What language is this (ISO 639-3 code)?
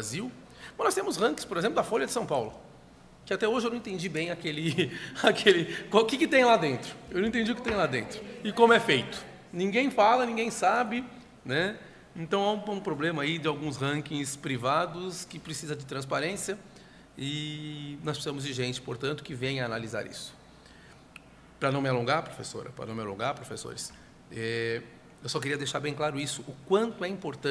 por